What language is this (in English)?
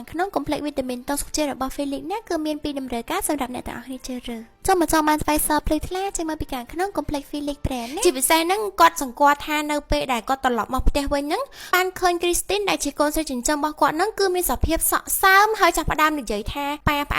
Khmer